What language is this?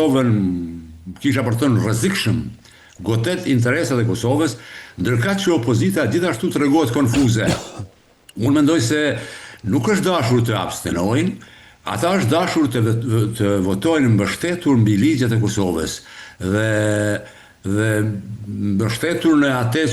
Albanian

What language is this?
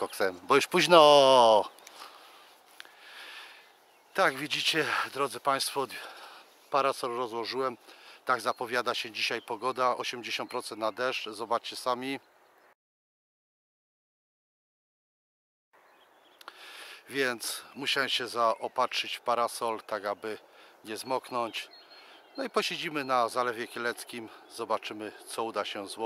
Polish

